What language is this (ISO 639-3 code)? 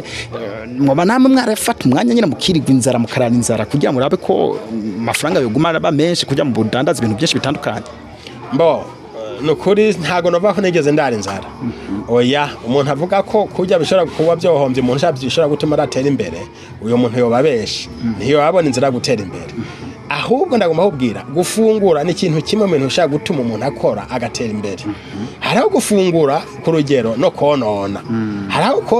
run